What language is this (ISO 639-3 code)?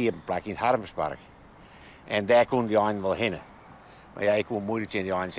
fry